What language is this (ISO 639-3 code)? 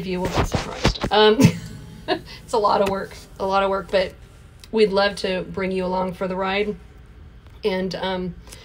eng